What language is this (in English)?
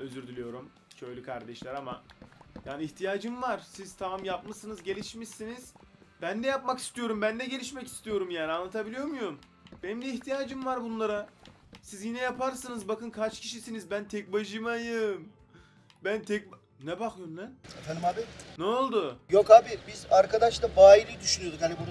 Turkish